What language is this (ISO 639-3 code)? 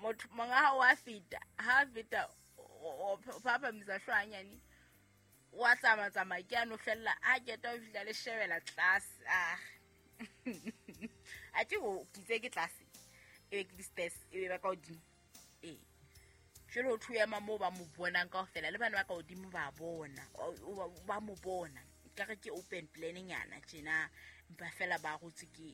sot